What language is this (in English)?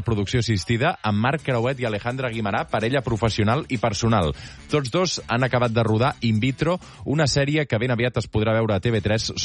Catalan